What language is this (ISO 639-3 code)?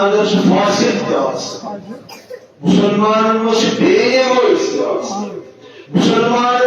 kas